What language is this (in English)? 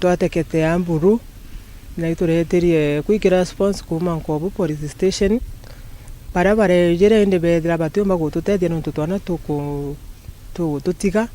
Meru